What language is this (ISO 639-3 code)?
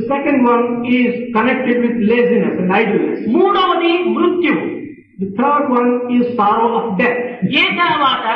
tel